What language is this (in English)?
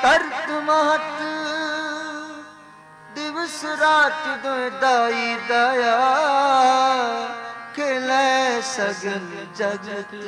Punjabi